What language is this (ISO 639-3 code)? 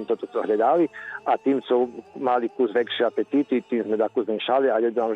rue